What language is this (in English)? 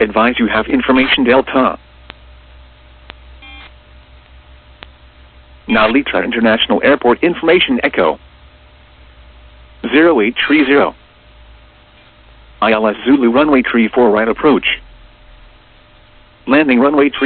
English